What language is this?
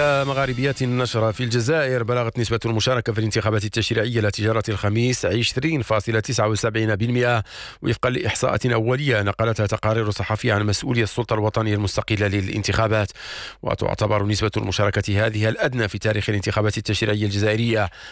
Arabic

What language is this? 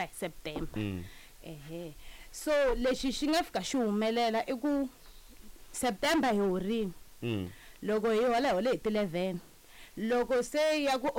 Tsonga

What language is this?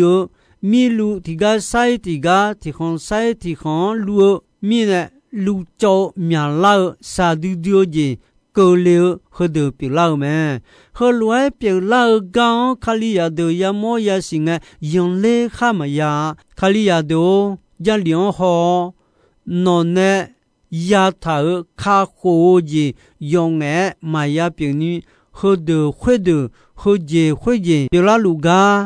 Akha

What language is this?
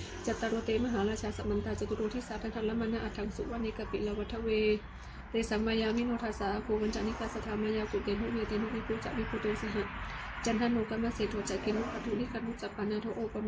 Pali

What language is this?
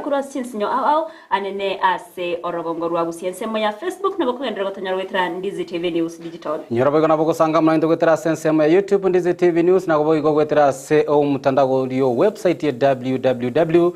Gusii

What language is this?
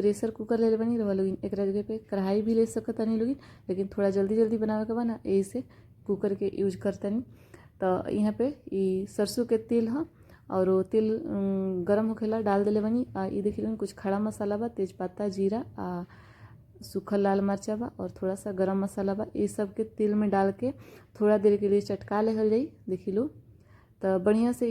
Bhojpuri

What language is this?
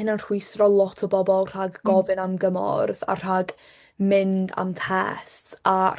Welsh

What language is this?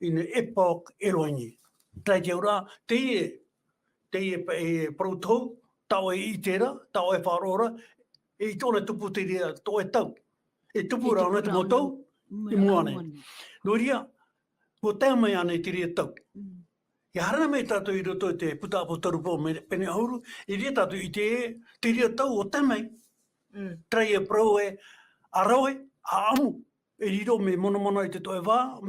Tahitian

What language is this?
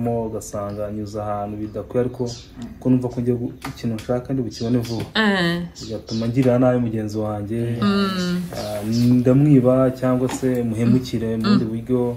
Kinyarwanda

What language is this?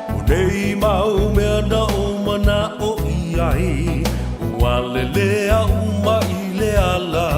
Samoan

